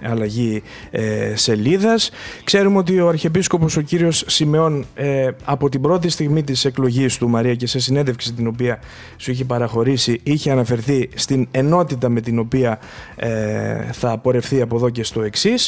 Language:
Greek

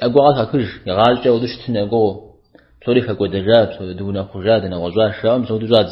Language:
Kabardian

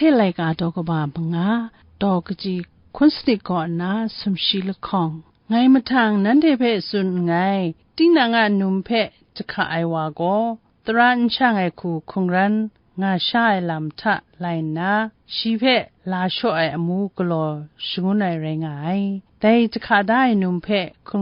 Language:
Kachin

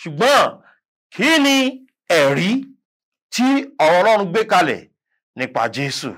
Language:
Yoruba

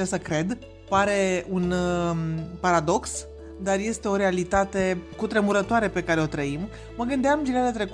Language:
Romanian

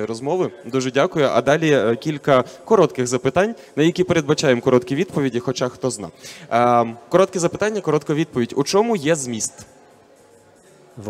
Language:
Ukrainian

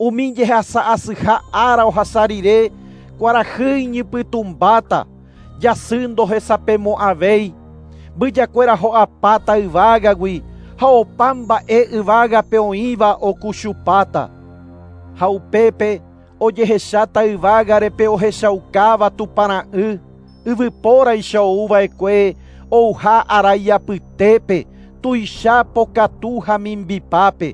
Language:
Guarani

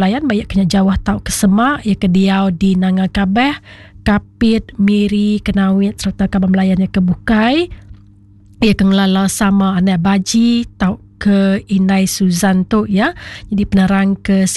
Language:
Iban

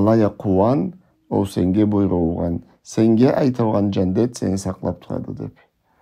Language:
Karachay-Balkar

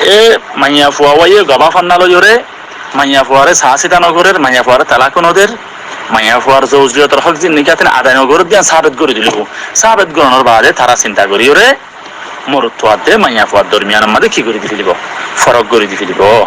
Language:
Rohingya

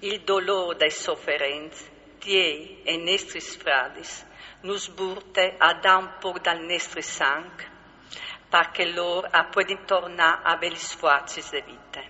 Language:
Friulian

